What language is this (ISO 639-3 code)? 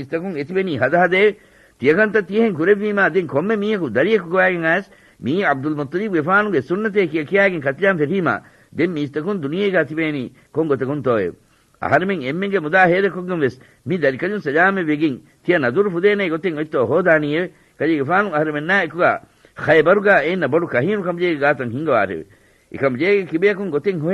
div